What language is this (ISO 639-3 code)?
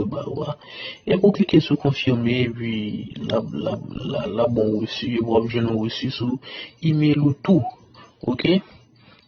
hat